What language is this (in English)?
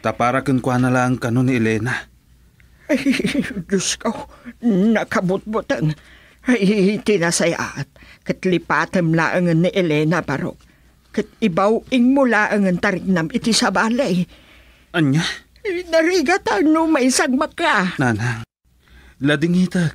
Iloko